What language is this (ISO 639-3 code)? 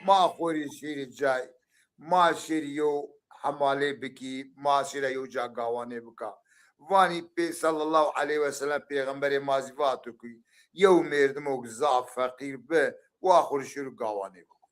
zza